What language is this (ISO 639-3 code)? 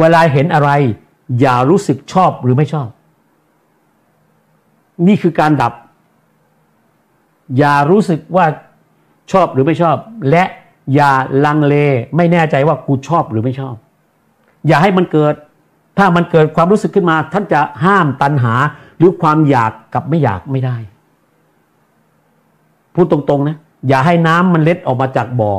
tha